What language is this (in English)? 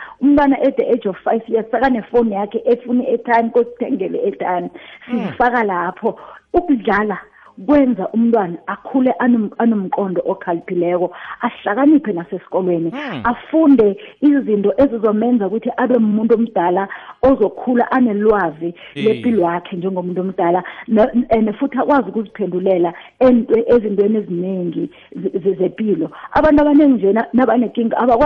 South Ndebele